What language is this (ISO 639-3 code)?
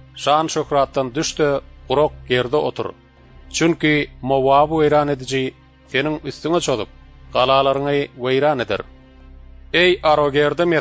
tuk